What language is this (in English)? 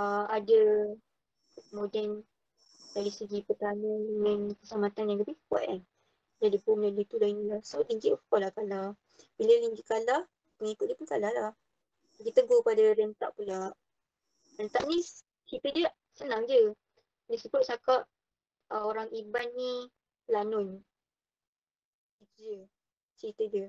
Malay